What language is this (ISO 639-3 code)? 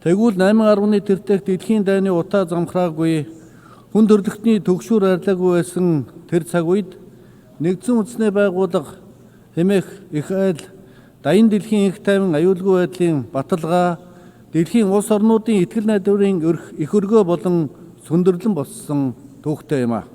mon